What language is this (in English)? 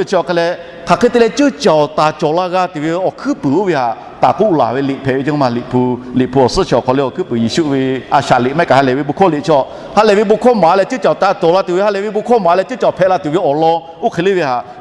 Lahu